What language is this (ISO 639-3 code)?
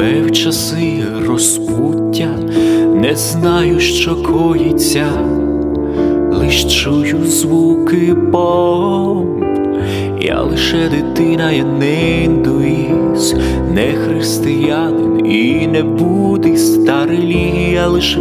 ukr